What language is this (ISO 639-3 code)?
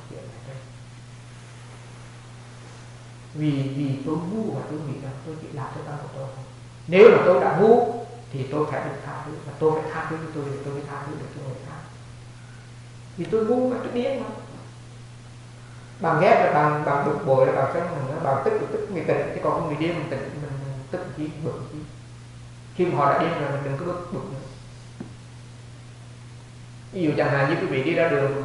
vie